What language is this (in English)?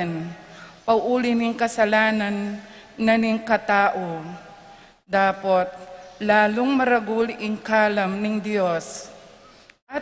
Pampanga